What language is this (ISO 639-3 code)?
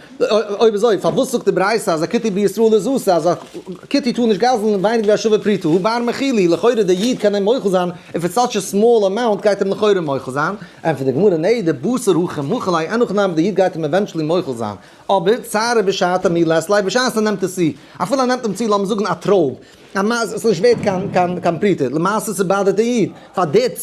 yid